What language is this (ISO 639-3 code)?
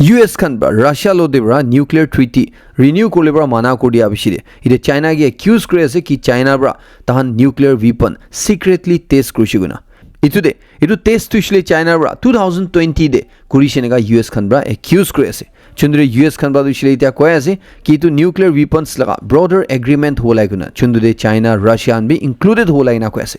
nag